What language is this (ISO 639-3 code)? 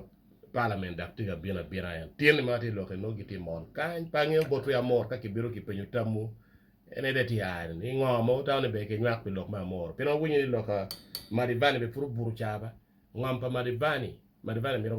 ach